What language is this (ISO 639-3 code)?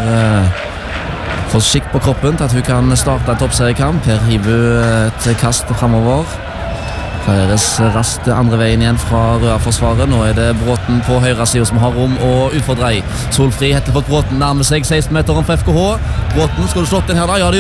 nor